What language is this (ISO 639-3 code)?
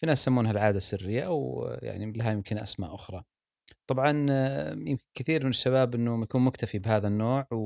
afb